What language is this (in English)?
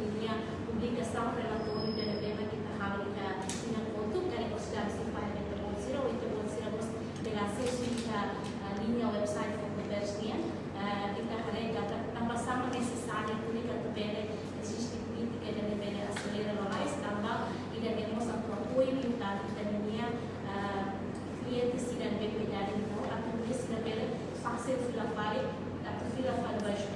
Tetum